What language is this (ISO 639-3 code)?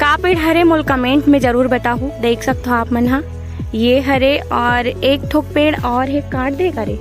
hne